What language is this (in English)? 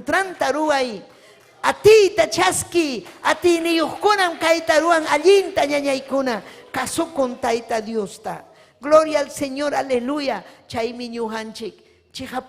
Ayacucho Quechua